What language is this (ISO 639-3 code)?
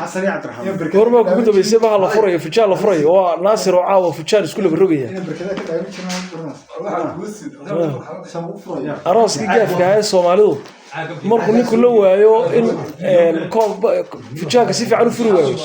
som